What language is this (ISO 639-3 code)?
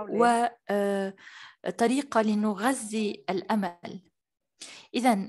ara